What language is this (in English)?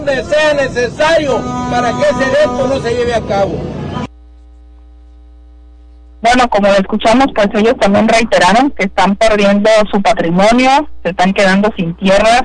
Spanish